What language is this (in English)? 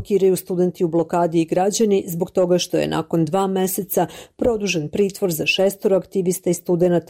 Bosnian